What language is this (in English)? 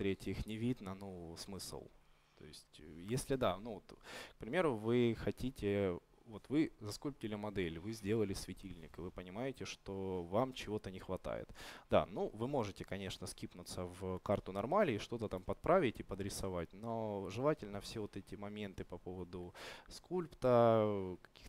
Russian